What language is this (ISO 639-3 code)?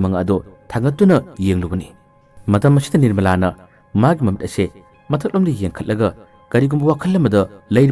mni